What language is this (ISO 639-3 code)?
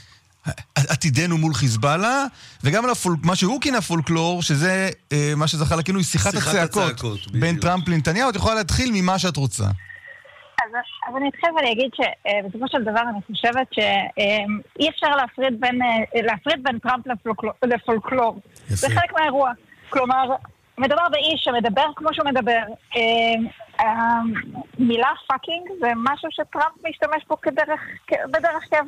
heb